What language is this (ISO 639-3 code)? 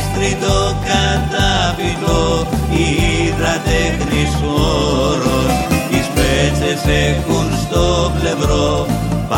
ell